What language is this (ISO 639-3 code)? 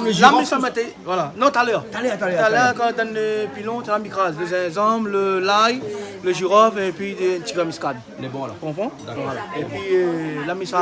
rcf